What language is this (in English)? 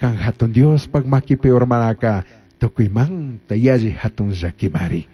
Chimborazo Highland Quichua